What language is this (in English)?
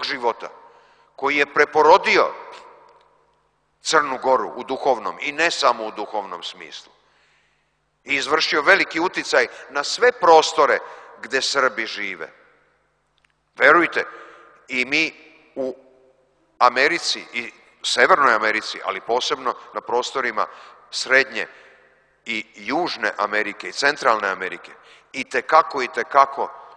Serbian